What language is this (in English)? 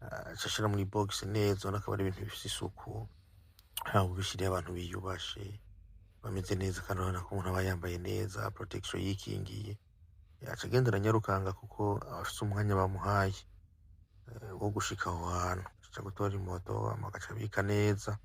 Rundi